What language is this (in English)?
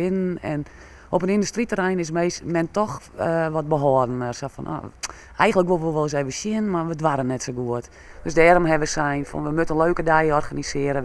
Western Frisian